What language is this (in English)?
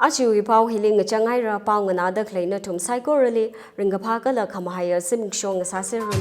Tangkhul Naga (India)